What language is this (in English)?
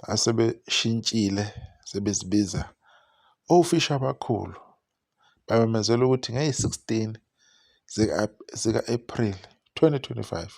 Zulu